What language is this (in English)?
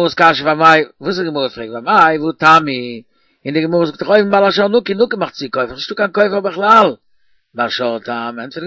Yiddish